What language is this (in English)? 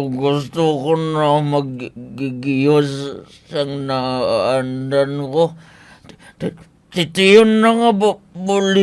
Hiligaynon